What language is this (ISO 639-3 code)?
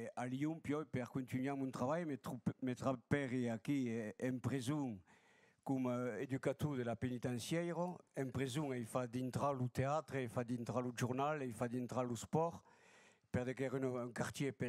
oci